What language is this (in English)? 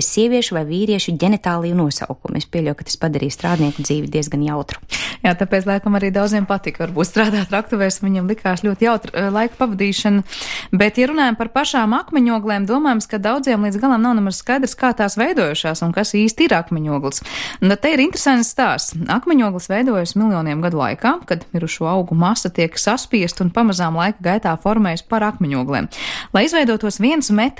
Latvian